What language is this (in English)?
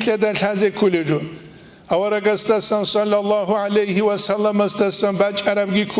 Avaric